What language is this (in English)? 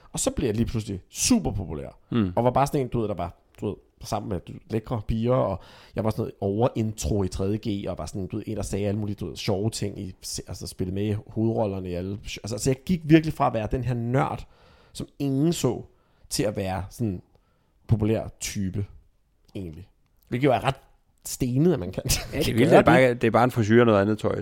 Danish